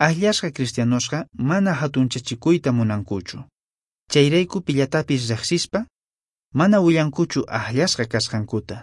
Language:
Quechua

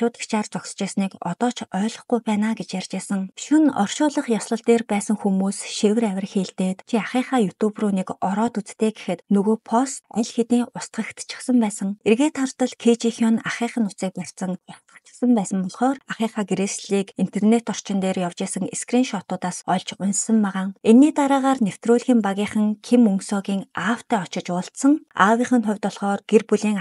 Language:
Mongolian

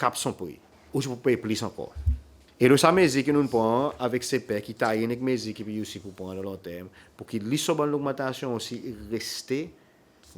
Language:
Seselwa Creole French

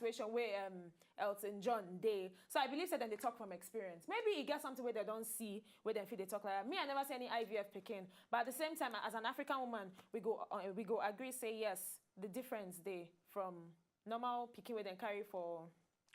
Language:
Nigerian Pidgin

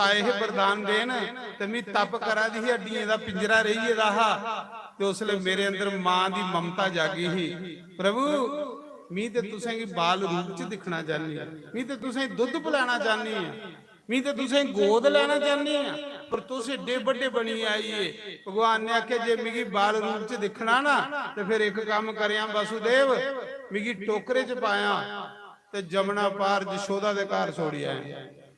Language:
Dogri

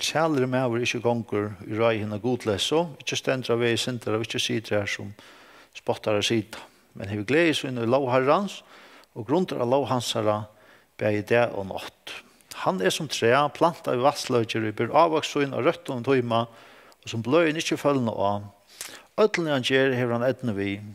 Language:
Faroese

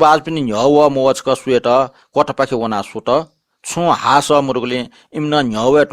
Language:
Newari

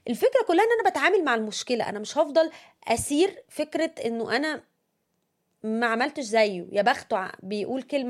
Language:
Egyptian Arabic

